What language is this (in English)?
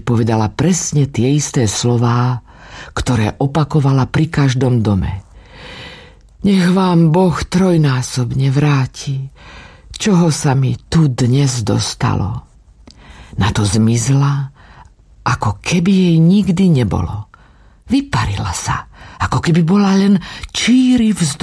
Slovak